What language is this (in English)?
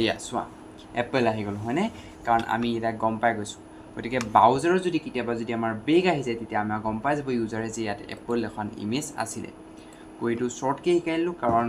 Assamese